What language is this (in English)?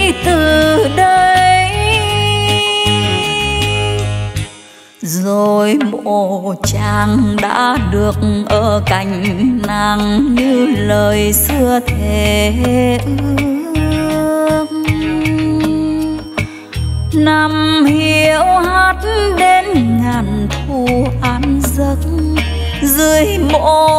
Vietnamese